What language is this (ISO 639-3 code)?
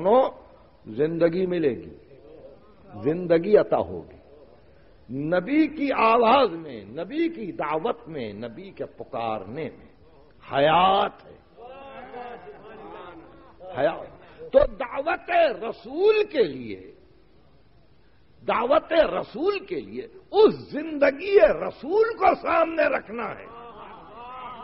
urd